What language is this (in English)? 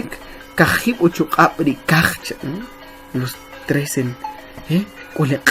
Kʼicheʼ